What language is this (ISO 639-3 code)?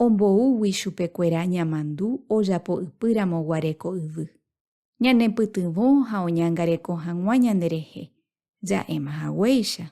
grn